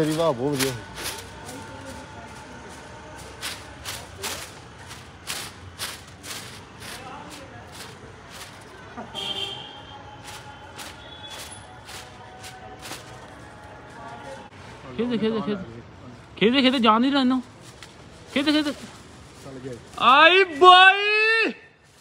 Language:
Punjabi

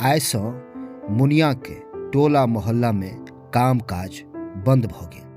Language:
Maithili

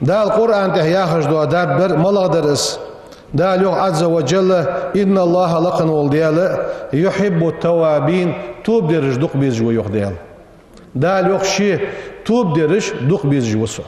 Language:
Ingush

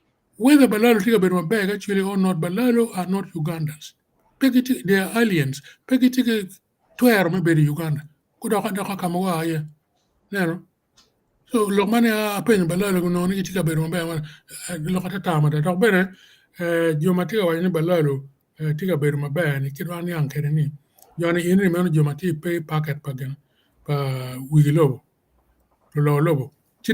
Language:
Acoli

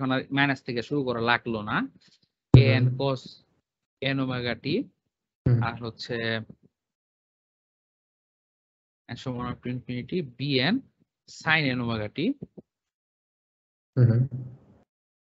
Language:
Bangla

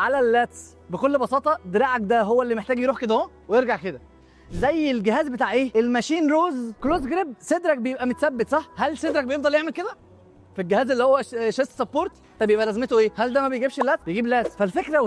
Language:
Egyptian Arabic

